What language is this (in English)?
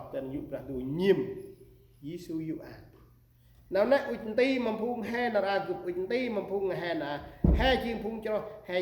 Central Mnong